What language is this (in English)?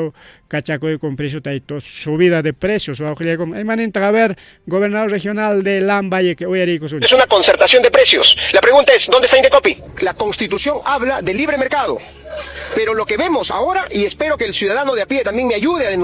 Ayacucho Quechua